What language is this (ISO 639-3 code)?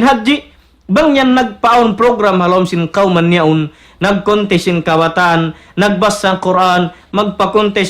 tsg